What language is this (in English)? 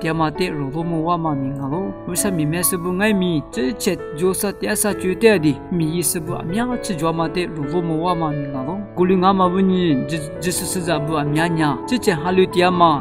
Lisu